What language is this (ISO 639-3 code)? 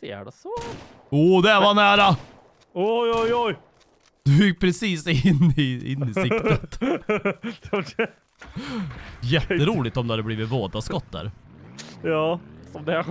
swe